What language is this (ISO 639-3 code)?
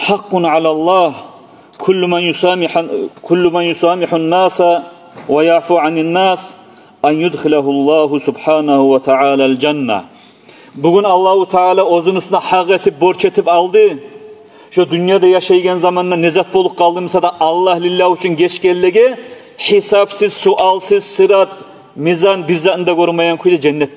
kum